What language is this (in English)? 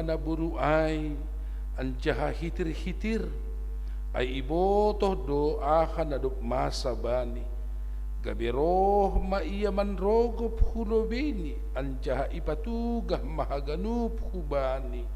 Batak Simalungun